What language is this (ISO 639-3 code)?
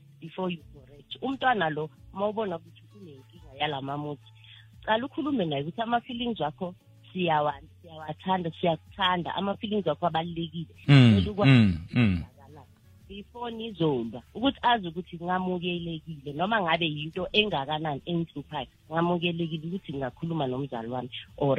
nbl